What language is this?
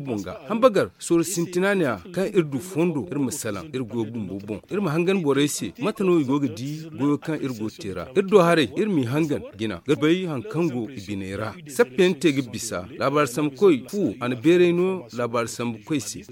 Zarma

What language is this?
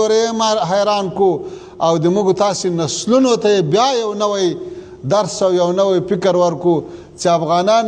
Pashto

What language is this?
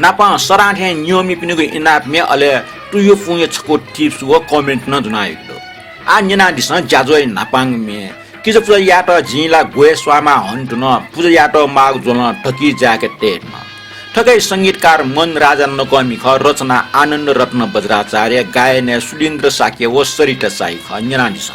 Newari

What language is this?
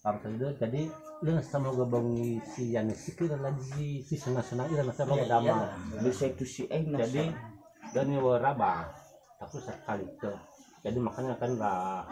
Nias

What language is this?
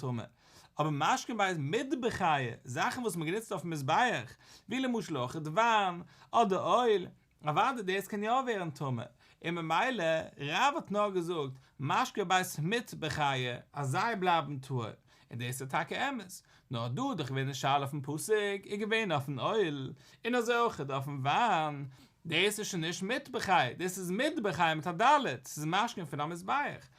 Yiddish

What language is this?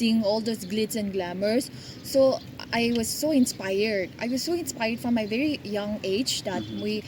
Naga Pidgin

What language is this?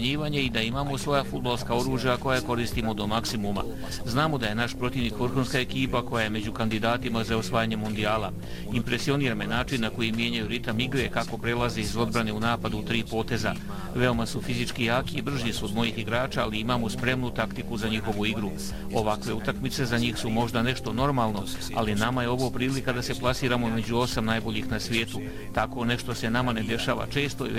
Bosnian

